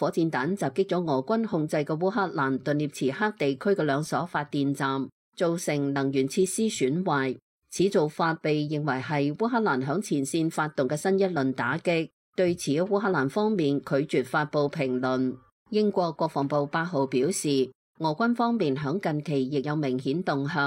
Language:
Cantonese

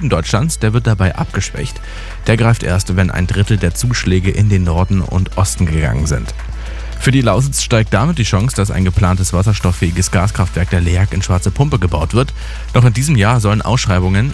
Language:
German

